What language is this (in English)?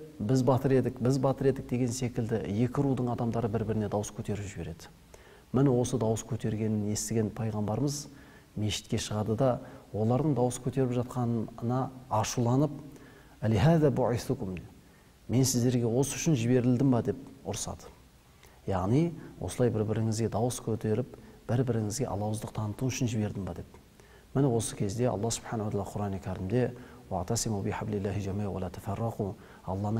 Kazakh